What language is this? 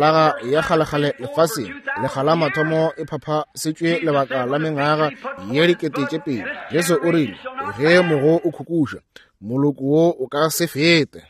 Northern Sotho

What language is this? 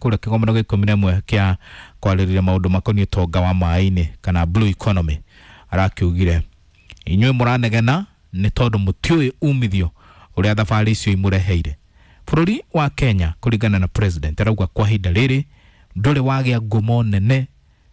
Kikuyu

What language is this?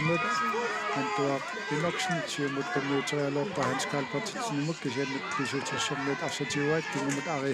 Kalaallisut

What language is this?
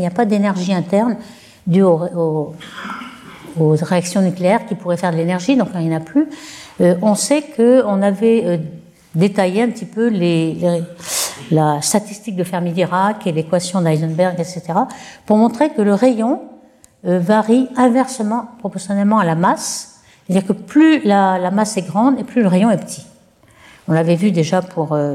French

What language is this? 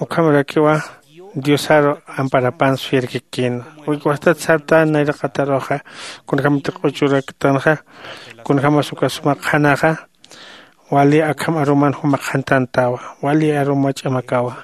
Aymara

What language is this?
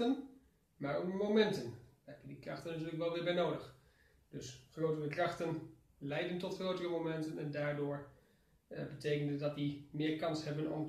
Dutch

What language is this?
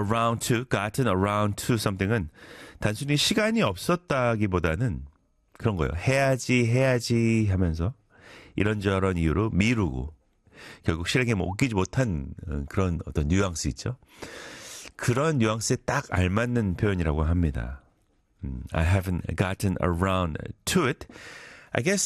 Korean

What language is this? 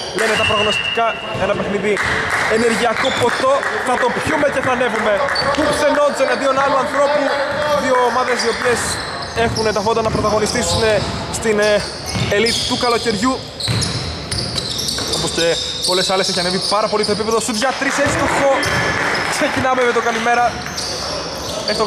Greek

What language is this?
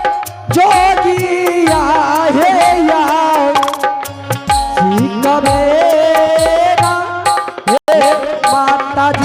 Angika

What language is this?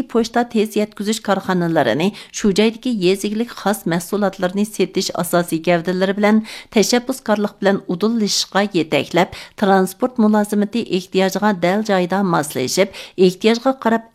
Uyghur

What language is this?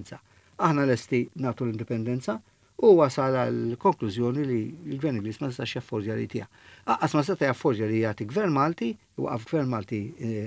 Maltese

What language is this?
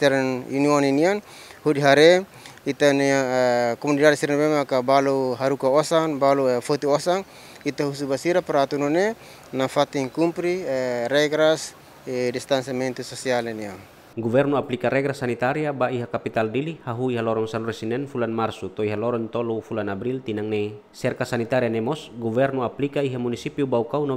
Tetum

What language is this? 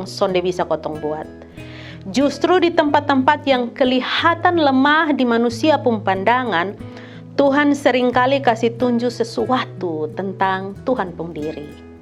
Kupang Malay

